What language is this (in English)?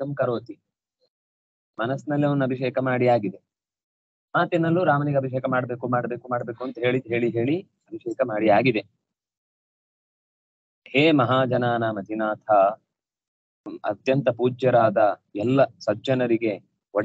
Kannada